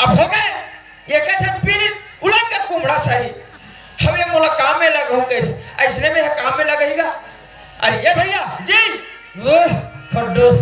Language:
Chhattisgarhi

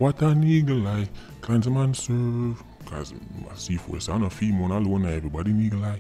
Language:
Jamaican Creole English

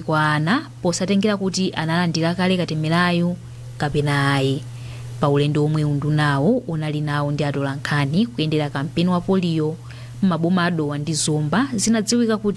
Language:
Nyanja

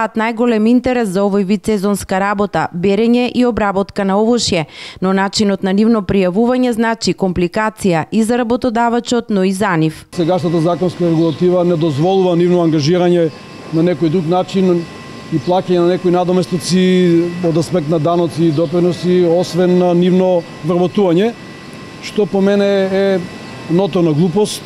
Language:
Macedonian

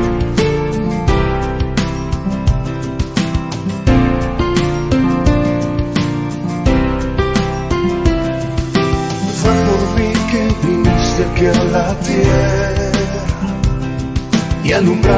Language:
Spanish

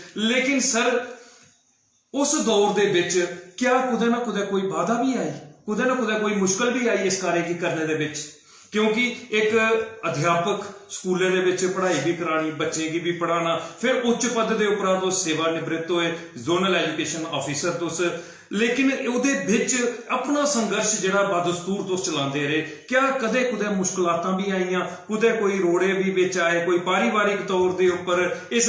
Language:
Dogri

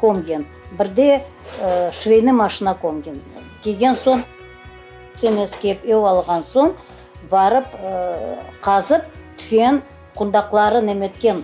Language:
Crimean Tatar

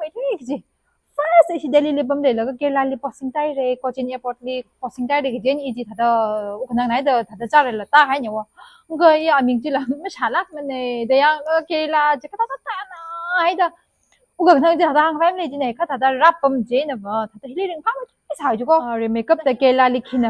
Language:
Tangkhul Naga (India)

